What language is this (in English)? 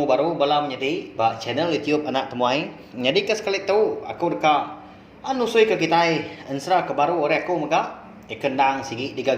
Iban